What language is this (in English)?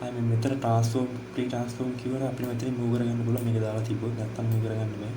Sinhala